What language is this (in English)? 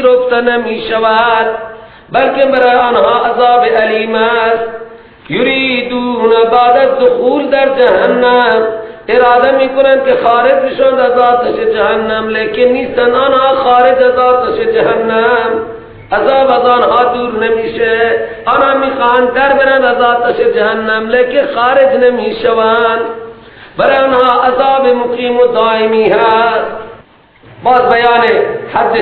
Persian